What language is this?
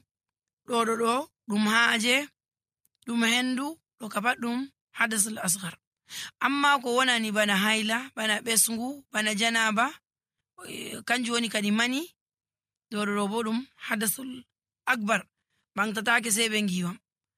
Nigerian Fulfulde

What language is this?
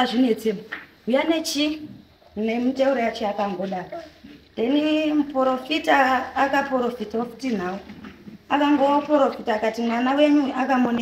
Shona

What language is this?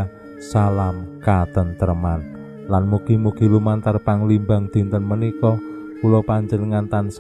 Javanese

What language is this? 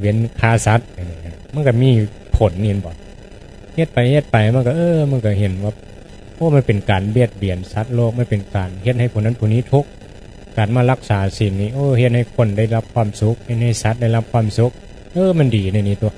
Northeastern Thai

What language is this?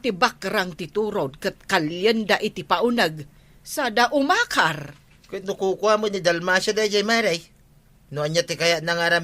Iloko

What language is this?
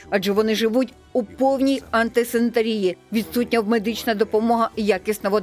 Ukrainian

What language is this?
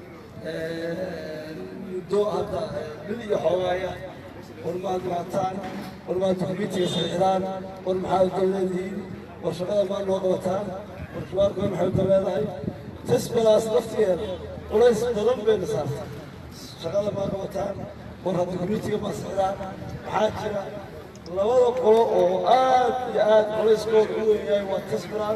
Somali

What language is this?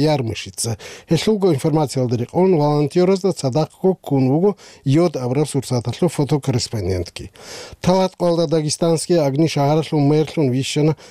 Avaric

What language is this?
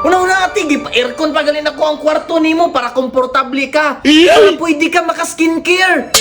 Cebuano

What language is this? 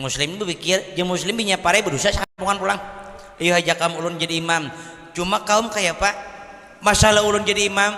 Banjar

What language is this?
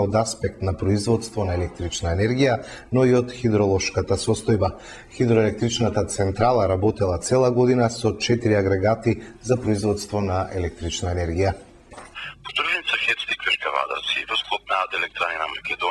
Macedonian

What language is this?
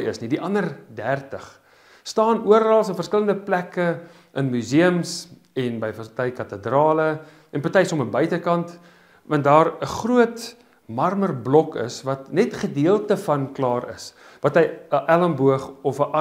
Afrikaans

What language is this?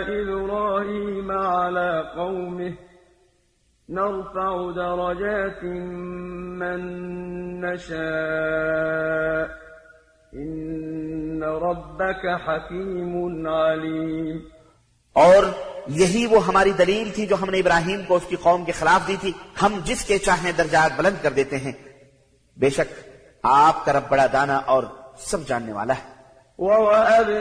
Urdu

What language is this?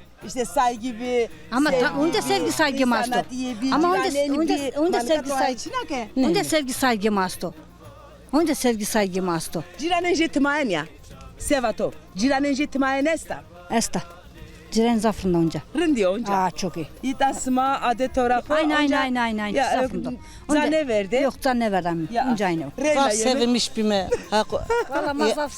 Zaza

